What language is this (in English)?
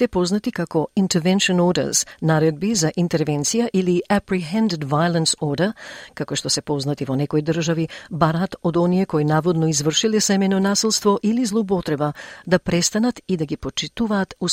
Macedonian